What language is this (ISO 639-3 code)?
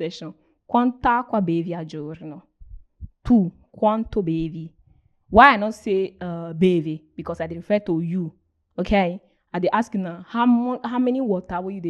pcm